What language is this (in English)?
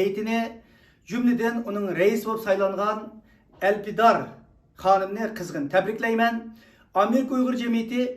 Uyghur